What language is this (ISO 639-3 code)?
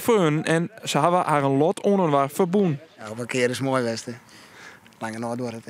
fry